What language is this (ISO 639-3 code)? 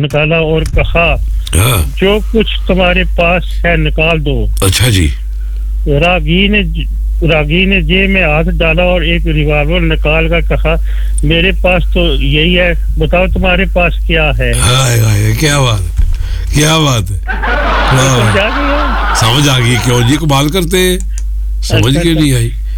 urd